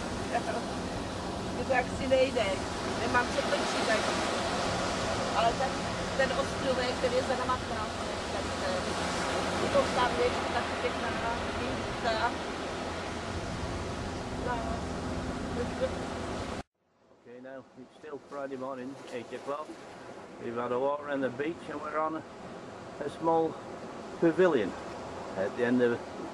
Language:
Czech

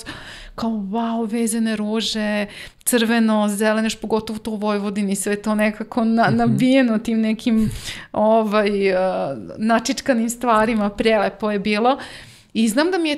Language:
Serbian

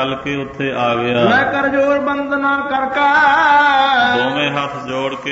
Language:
Punjabi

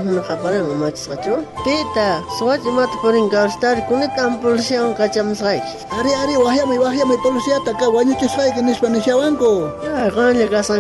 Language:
South Bolivian Quechua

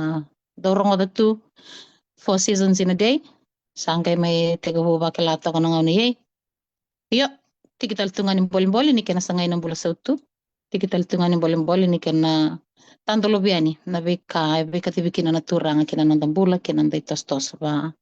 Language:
Fijian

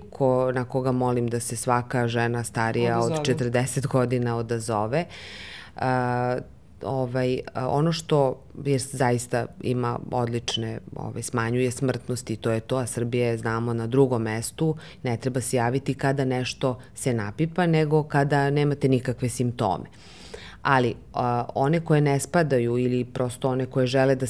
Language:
Serbian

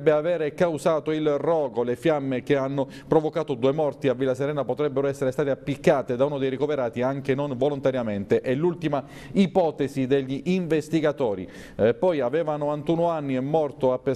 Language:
Italian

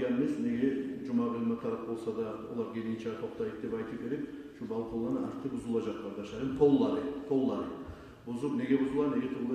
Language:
Kumyk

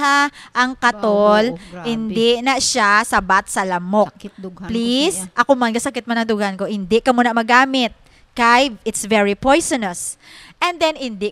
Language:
Hiligaynon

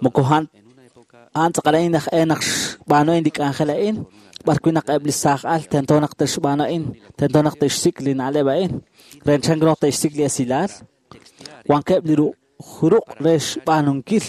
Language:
Kekchí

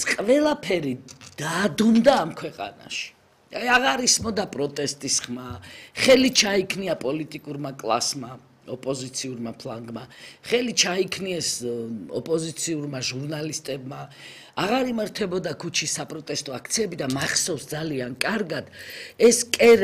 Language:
Georgian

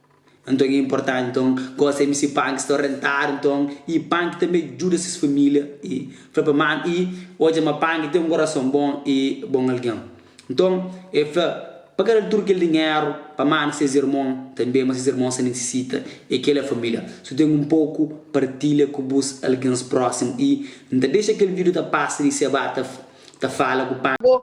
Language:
Kabuverdianu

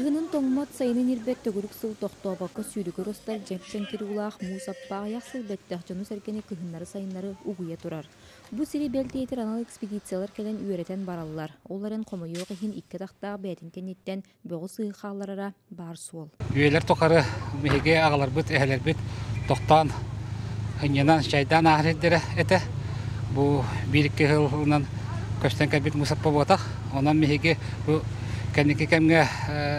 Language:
Yakut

